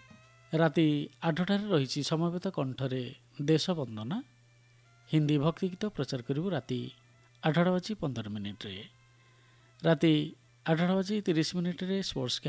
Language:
Odia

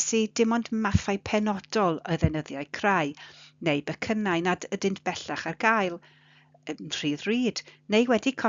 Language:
Welsh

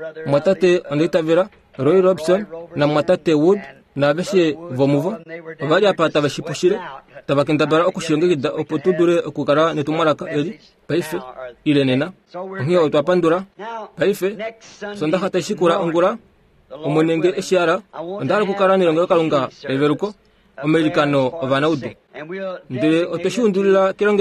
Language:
Kuanyama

